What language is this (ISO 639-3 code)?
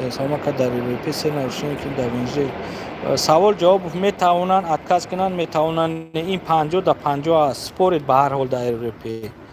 tgk